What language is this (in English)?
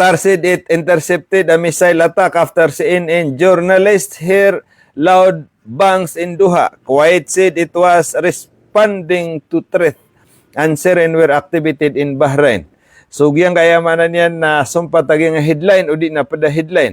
Maranao